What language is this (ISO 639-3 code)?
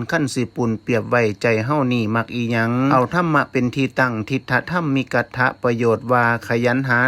tts